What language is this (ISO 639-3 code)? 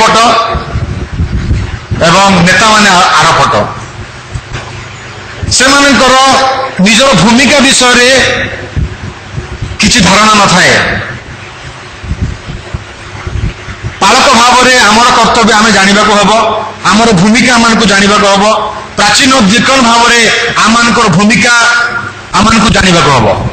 ori